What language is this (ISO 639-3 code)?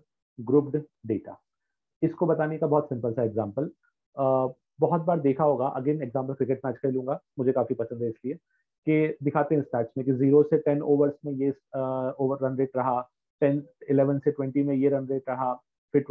hin